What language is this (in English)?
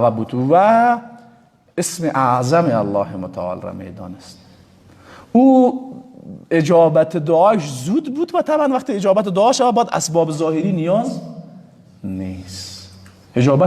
Persian